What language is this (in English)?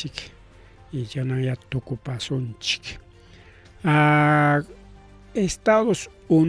Ayacucho Quechua